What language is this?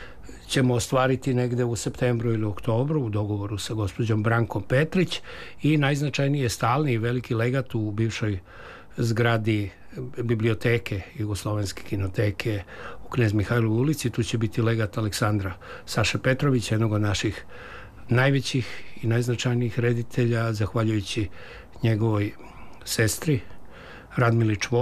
Serbian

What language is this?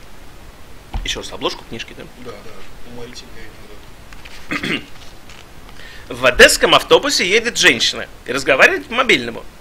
Russian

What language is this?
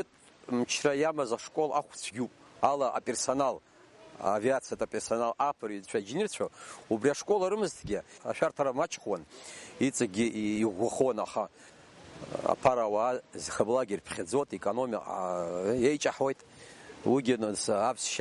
Abkhazian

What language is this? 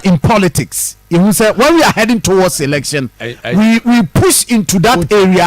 Akan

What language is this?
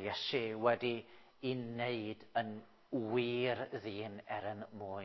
Welsh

